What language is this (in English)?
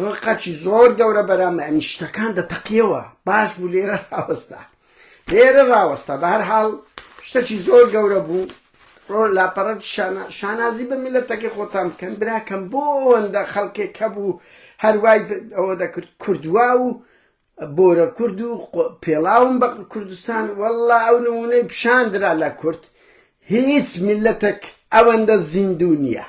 Central Kurdish